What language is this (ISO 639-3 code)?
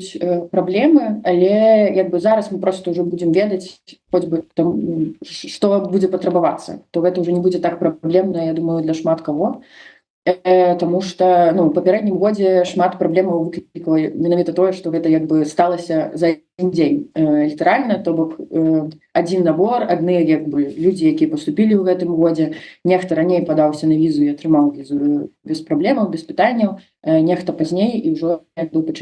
bel